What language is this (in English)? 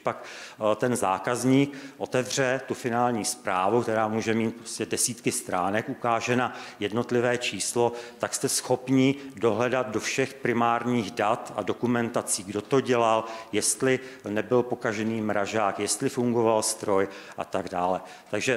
Czech